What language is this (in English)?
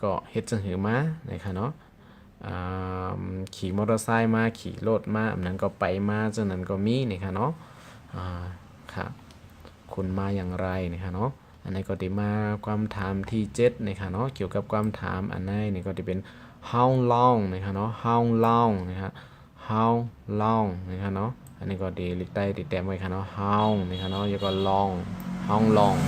Shan